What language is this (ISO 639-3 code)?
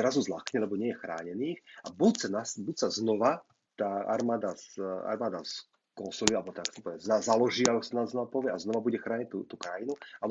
slk